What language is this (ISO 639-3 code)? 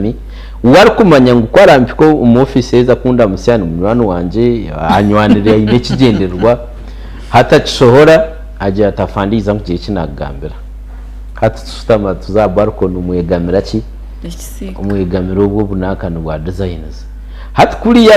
nyn